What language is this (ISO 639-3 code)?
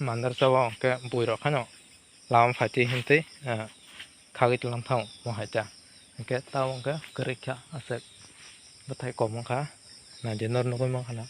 trp